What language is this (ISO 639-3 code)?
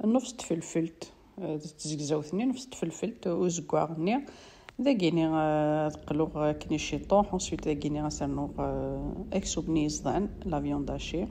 kab